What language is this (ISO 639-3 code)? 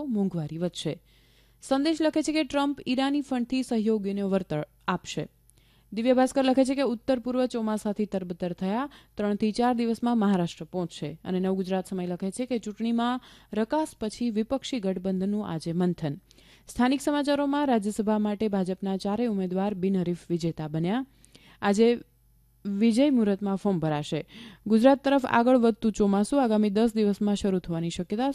guj